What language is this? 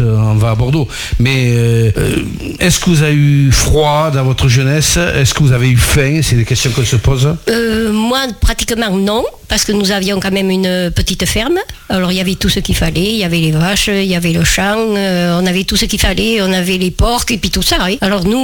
French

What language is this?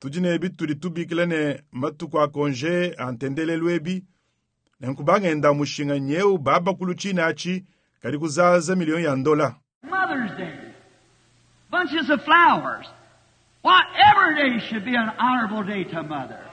Luba-Lulua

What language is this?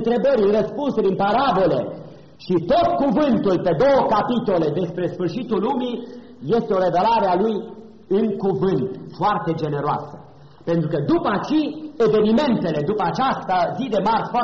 Romanian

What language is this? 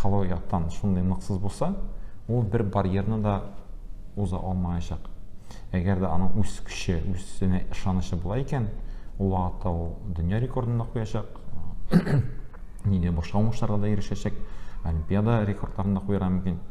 Tatar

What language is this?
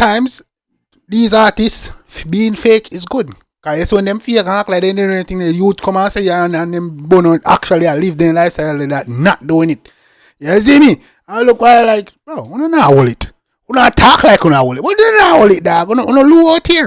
Jamaican Creole English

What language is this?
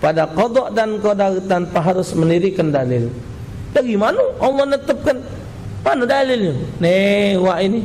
Musi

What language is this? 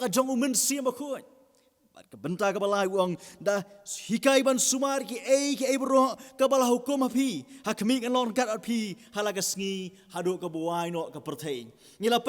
Khasi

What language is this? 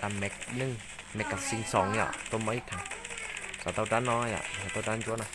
Hmong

